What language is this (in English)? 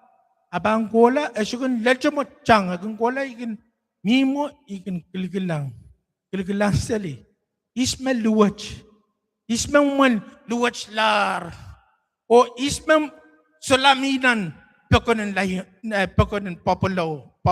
Pohnpeian